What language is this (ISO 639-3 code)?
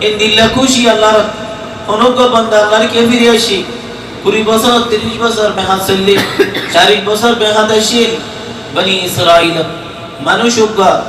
rhg